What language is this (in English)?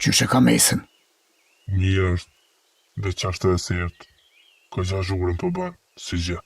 Albanian